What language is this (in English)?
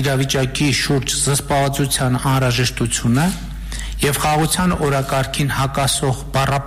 Armenian